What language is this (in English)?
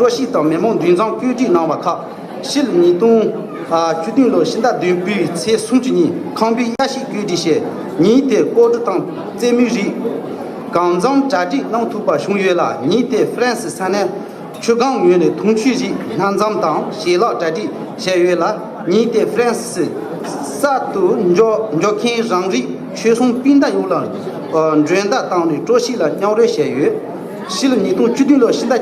Tibetan